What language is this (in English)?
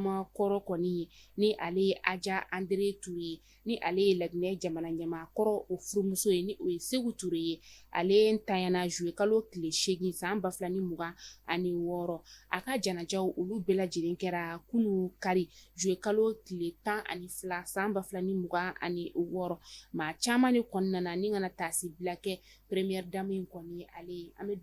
Bambara